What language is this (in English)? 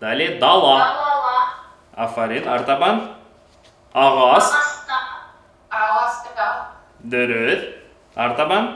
Bashkir